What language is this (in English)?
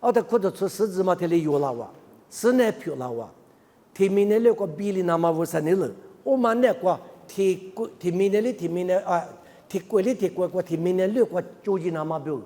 Lisu